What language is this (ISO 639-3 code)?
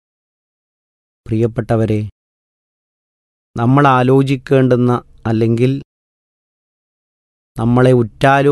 mal